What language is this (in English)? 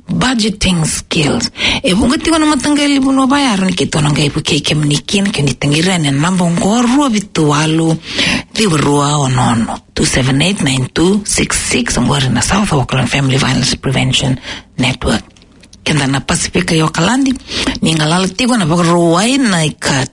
Fijian